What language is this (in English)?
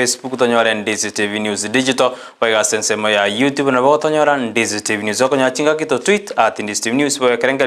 Gusii